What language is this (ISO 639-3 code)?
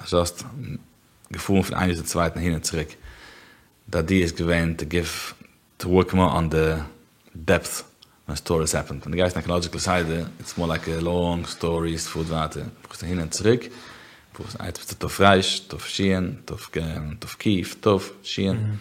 yid